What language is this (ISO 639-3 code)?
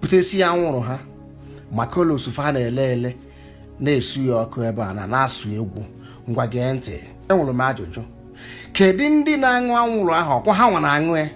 ibo